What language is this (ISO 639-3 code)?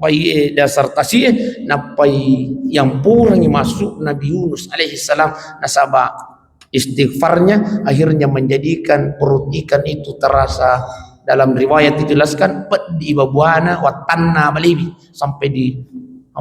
bug